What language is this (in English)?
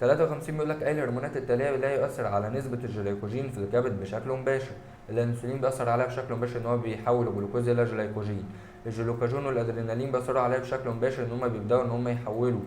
Egyptian Arabic